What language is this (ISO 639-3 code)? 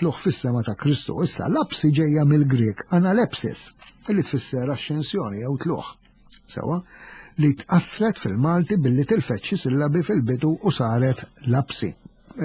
mlt